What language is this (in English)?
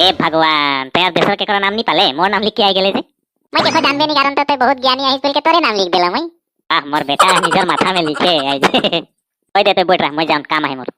Sadri